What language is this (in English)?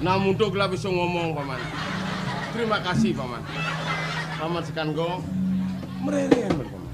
Balinese